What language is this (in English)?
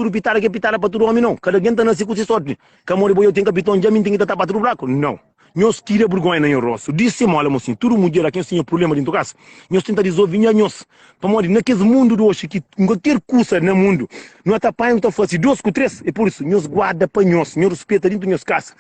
Kabuverdianu